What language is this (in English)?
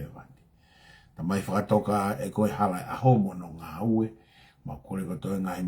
Tongan